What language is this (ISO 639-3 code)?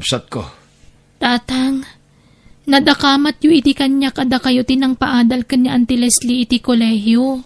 ilo